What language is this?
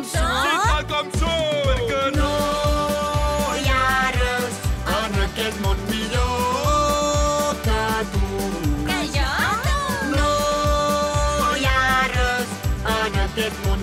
Catalan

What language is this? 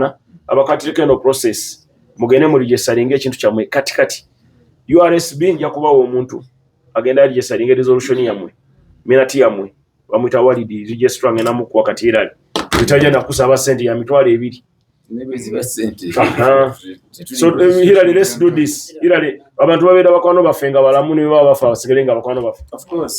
Ganda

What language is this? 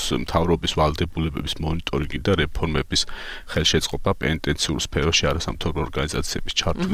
Georgian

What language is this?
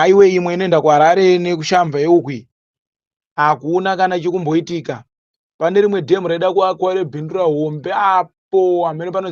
Shona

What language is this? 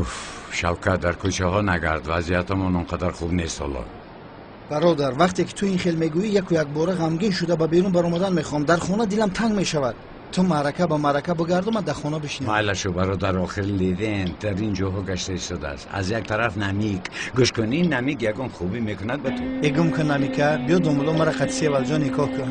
Tajik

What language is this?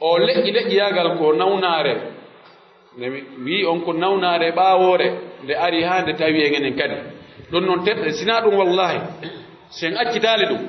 Pular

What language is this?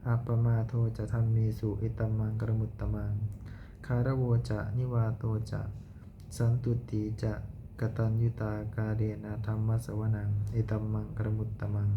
Pali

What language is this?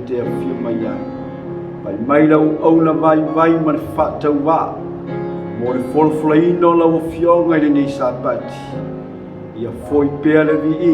Samoan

